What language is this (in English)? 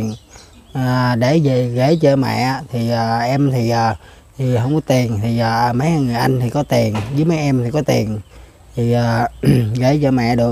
Vietnamese